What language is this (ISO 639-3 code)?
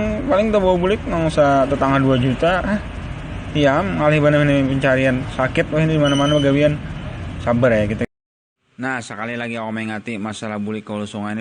bjn